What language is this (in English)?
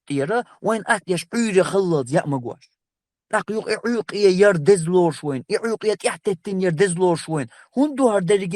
Chechen